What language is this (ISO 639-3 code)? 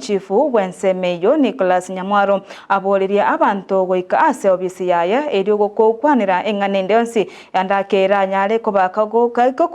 guz